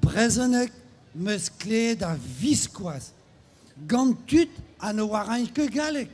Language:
Breton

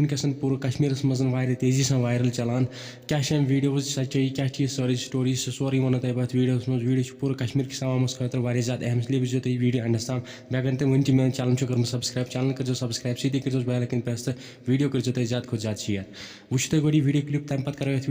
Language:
Kashmiri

